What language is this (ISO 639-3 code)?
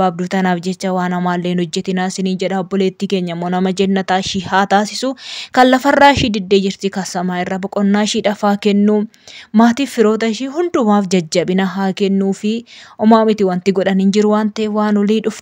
orm